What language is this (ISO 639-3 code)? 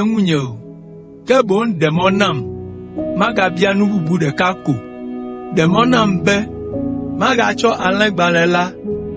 ewe